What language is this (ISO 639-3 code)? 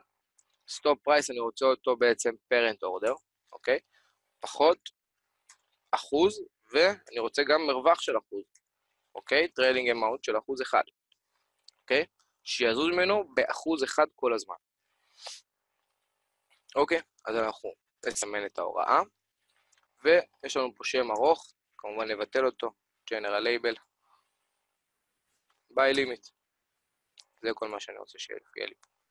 heb